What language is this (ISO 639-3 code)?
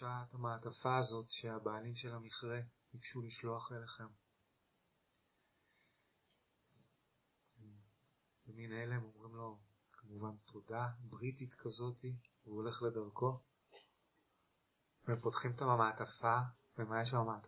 heb